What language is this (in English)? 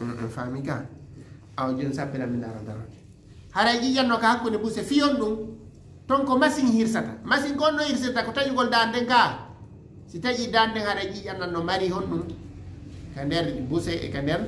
Fula